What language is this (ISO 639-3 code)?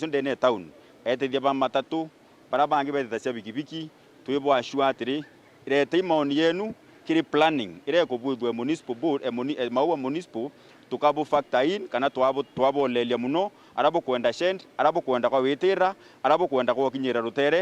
mer